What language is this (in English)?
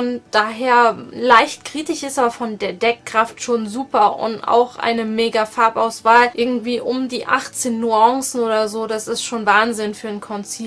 German